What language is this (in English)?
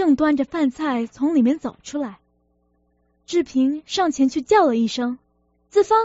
Chinese